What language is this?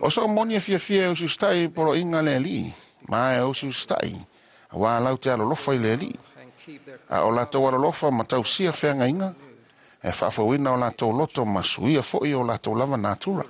Samoan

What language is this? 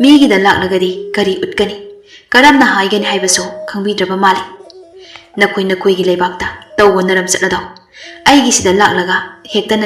Manipuri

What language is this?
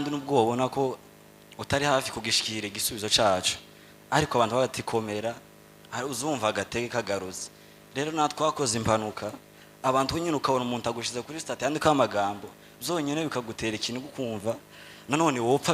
Rundi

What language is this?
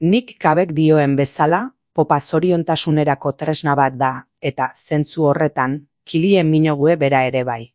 Basque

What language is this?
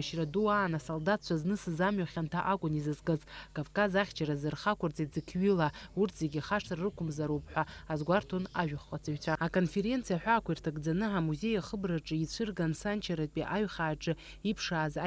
Abkhazian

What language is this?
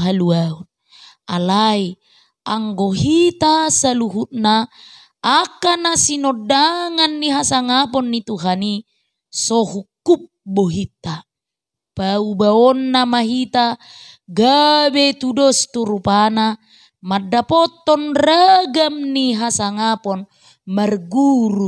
Batak Toba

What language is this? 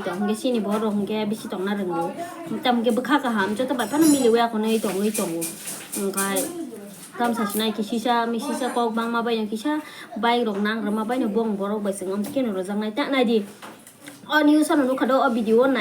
Kok Borok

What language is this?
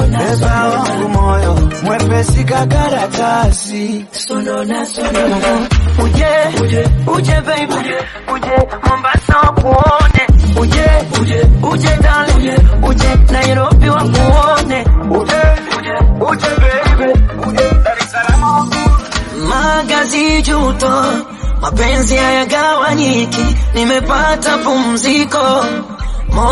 Swahili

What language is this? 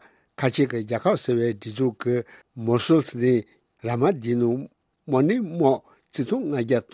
Tibetan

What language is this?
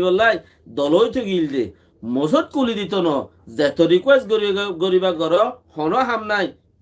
Rohingya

